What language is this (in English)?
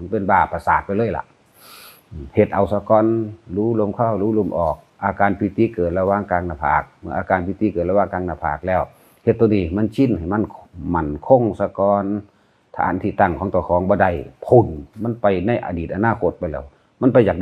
Northeastern Thai